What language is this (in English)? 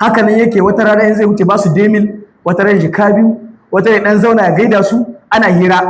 Hausa